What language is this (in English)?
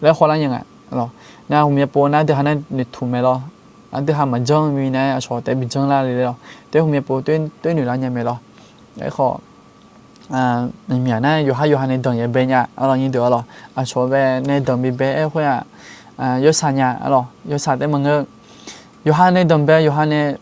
Akha